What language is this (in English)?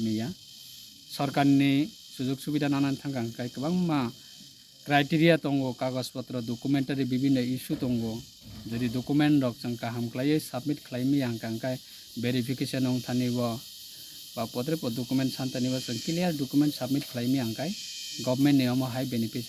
Kok Borok